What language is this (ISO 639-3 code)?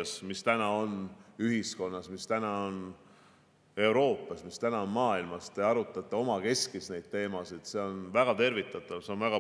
est